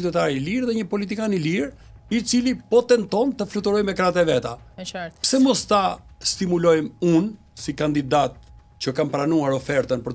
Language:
Albanian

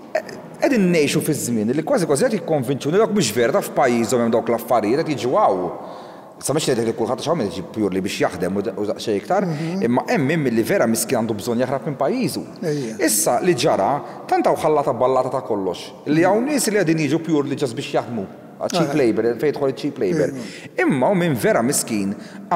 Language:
Maltese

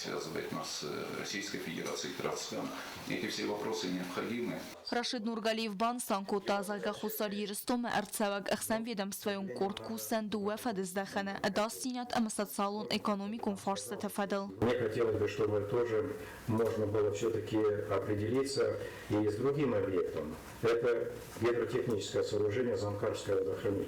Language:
Ossetic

